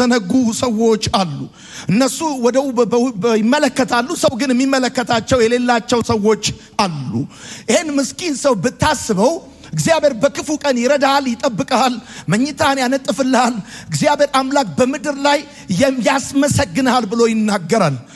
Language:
Amharic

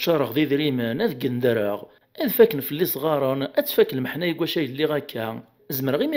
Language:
Kabyle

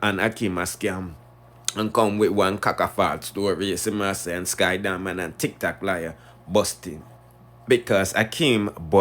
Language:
Jamaican Creole English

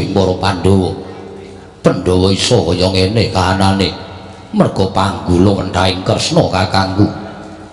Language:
Javanese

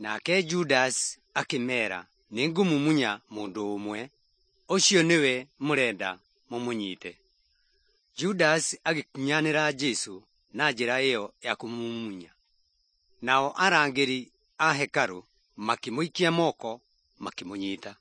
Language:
Kikuyu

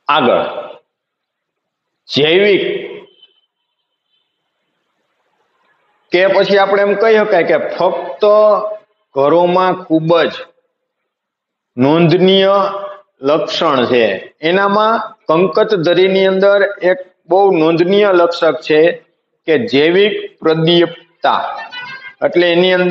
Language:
Gujarati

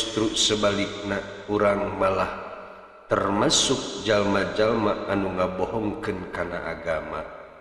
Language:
Sundanese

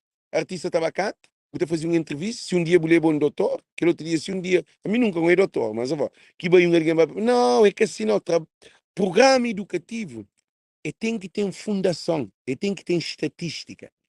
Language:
Kabuverdianu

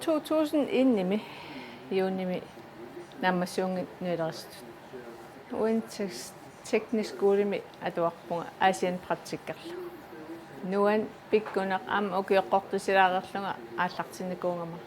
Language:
Kalaallisut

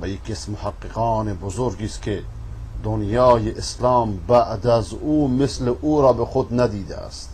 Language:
Persian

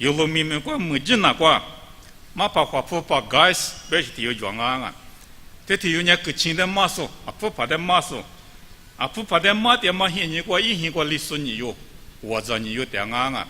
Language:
Lisu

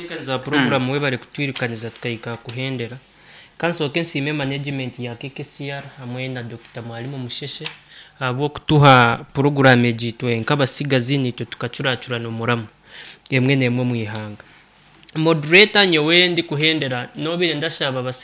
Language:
Nyoro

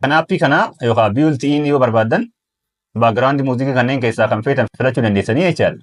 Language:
Oromo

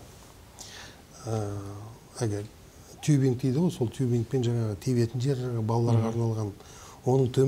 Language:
Kazakh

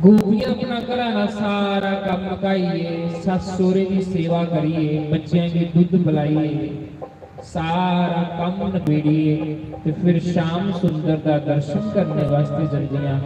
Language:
Dogri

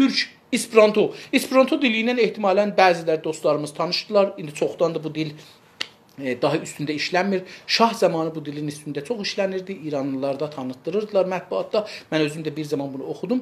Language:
South Azerbaijani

